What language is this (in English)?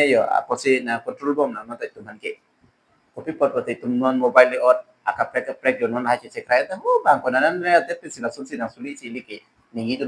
Karbi